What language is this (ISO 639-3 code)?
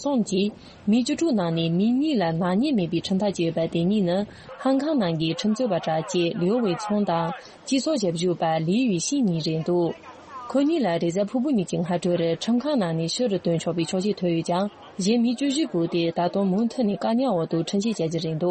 bod